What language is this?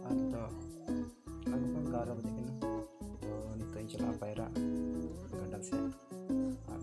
Santali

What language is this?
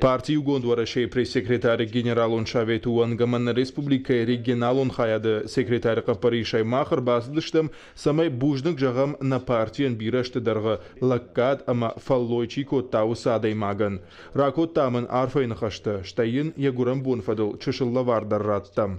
Ossetic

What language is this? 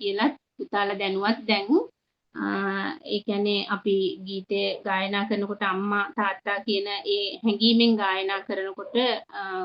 Sinhala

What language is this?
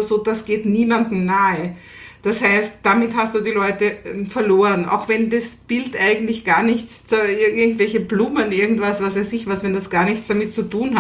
German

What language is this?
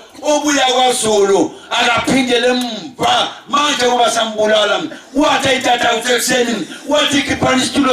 Zulu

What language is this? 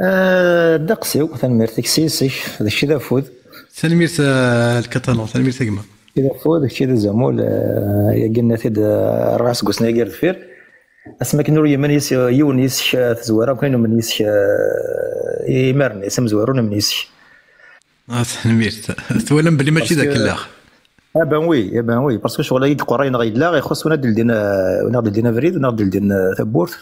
Kabyle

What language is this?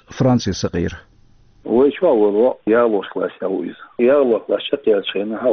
Chechen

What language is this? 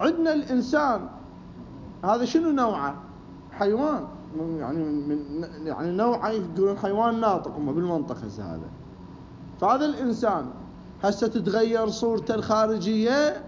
Mesopotamian Arabic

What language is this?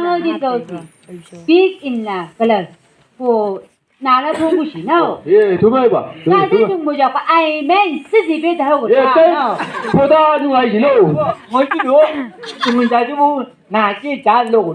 Chang Naga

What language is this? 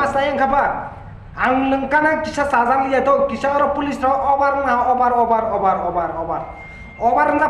Kok Borok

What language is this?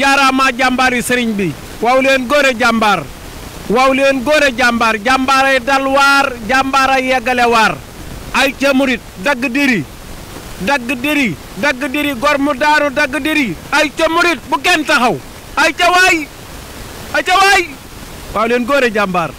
Wolof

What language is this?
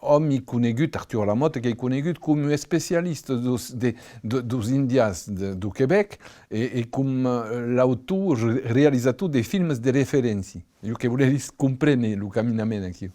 Occitan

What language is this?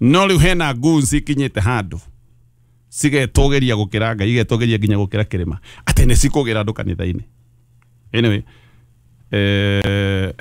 Kikuyu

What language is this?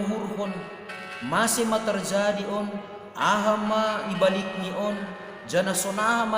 Batak Simalungun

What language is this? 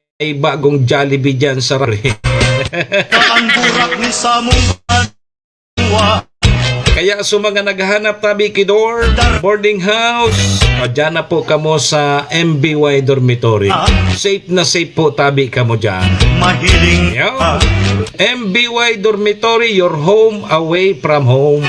Bikol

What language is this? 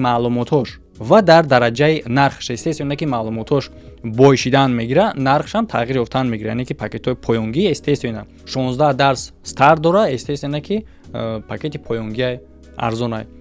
Tajik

